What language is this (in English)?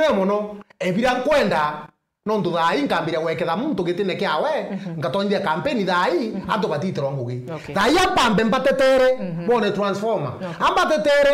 Meru